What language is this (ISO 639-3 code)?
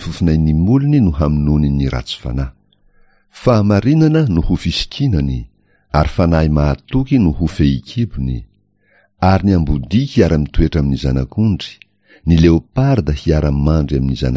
mlg